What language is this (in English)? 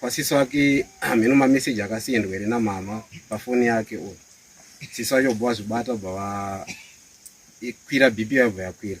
Shona